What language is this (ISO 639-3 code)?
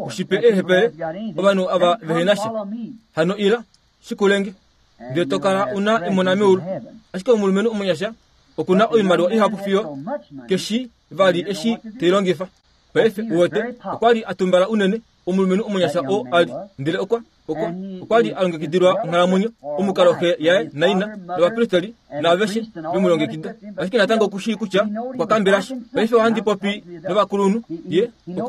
kua